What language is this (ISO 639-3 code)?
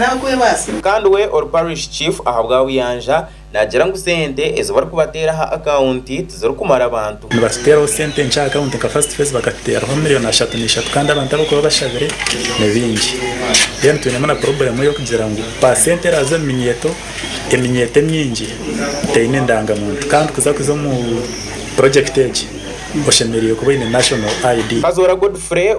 nyn